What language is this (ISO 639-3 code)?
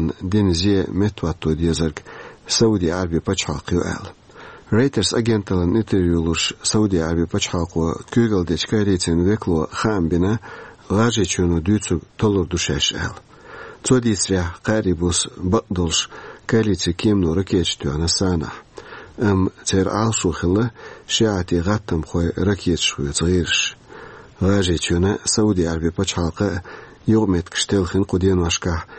che